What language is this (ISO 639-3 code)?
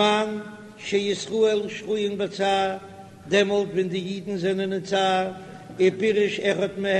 yid